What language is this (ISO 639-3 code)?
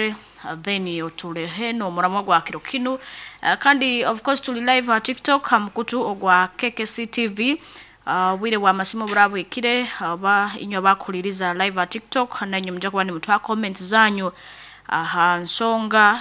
nyo